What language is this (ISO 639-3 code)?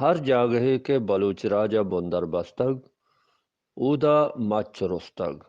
bgp